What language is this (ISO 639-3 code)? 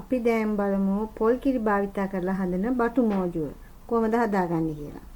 sin